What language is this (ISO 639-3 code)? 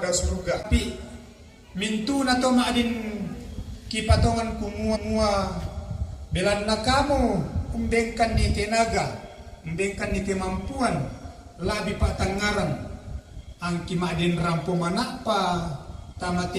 sda